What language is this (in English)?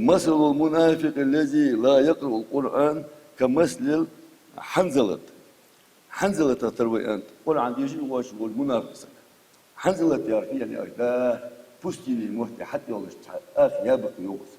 Ingush